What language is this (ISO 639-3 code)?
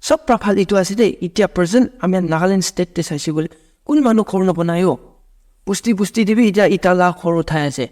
nag